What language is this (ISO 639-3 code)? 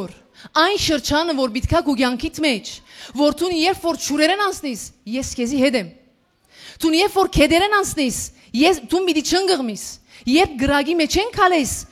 hyw